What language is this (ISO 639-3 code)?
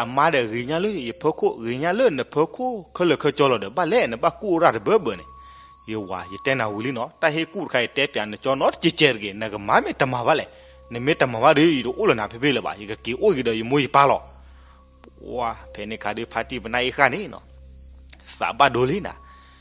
ksw